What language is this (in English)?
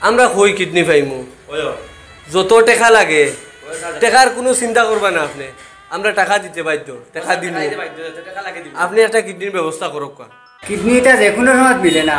Sylheti